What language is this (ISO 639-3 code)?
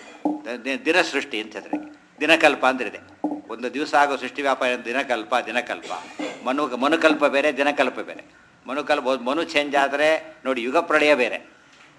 kan